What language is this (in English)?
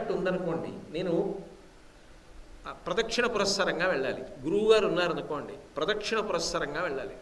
Telugu